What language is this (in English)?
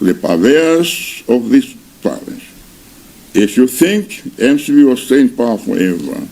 Nyanja